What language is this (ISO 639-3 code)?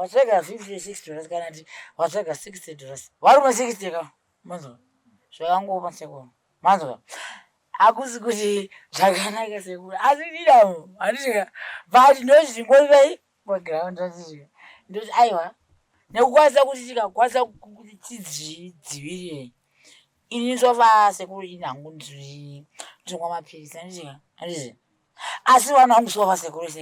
sna